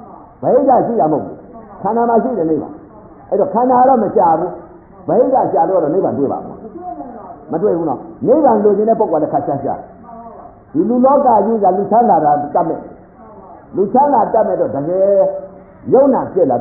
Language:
Burmese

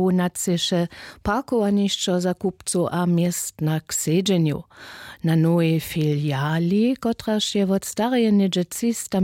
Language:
Upper Sorbian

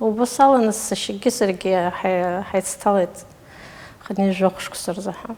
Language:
Abkhazian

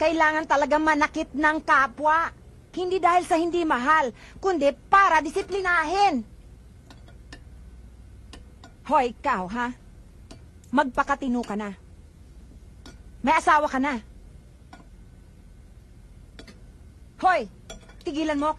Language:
Filipino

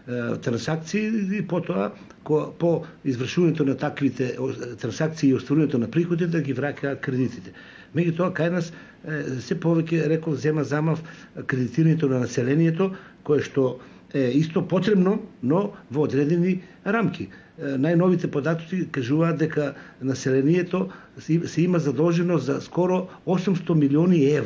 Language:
Macedonian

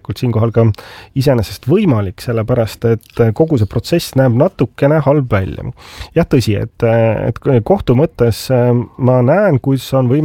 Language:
Estonian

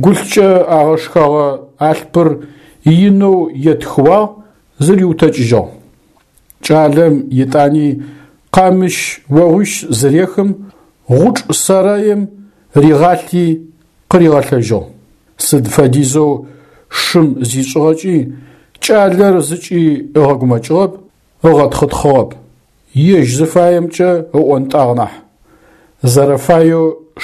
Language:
Adyghe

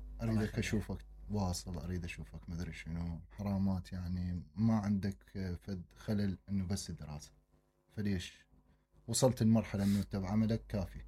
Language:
Mesopotamian Arabic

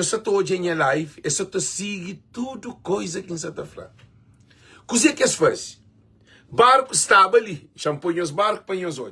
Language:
Kabuverdianu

